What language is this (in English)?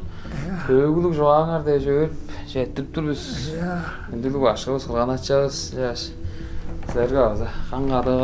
Tuvinian